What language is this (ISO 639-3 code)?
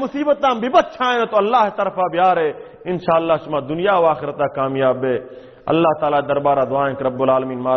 bal